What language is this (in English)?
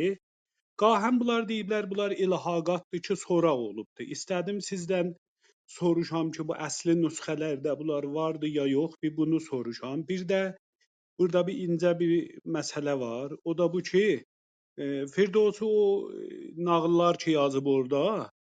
South Azerbaijani